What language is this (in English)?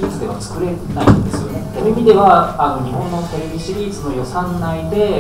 Japanese